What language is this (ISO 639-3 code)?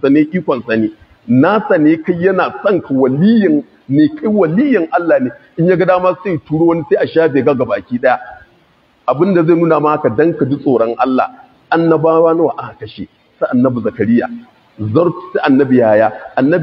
hau